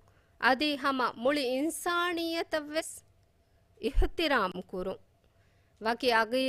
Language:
Divehi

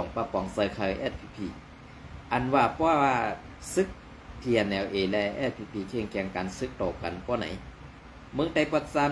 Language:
Shan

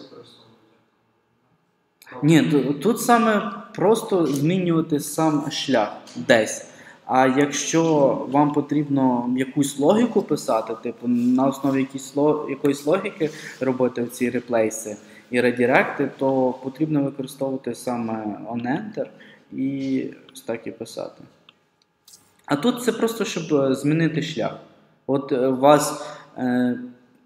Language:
Ukrainian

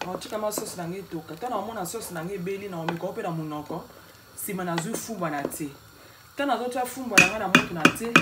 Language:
Lingala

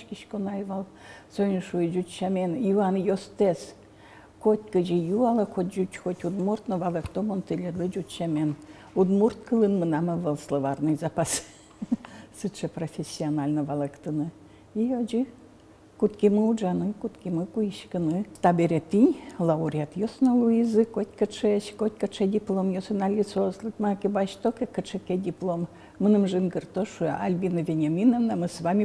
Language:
Udmurt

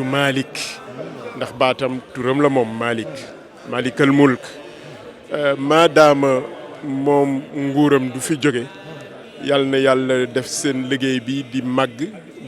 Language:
Wolof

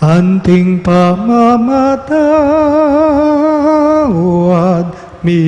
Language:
Pampanga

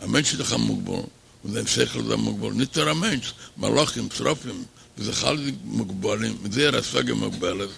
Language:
Yiddish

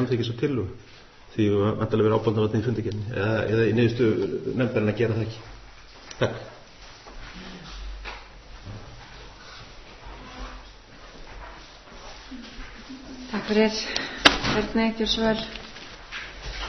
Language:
Icelandic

